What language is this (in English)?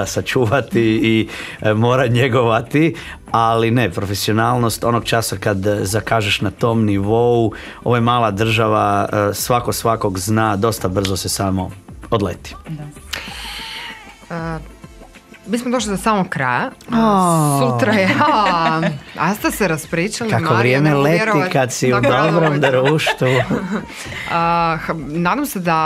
Croatian